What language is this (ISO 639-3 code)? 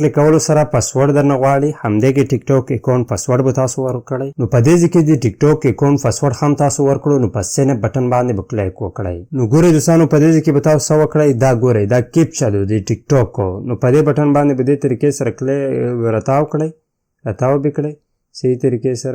pus